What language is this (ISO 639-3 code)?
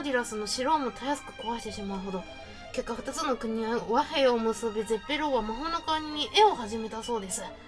jpn